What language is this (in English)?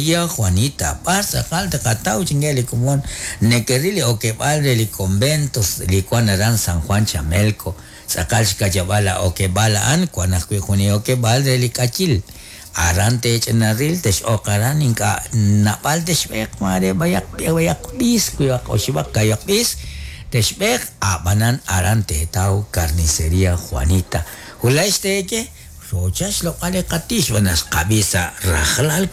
Kekchí